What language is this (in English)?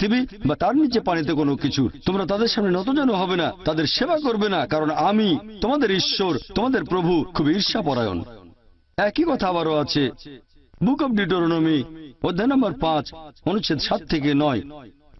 Bangla